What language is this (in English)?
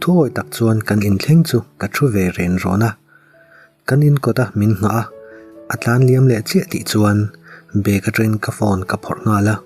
Mizo